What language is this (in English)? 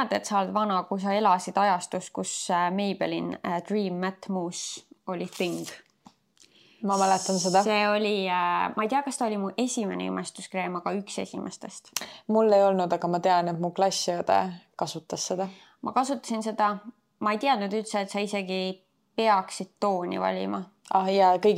Estonian